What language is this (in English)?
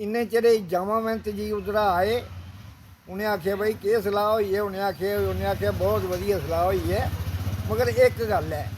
Dogri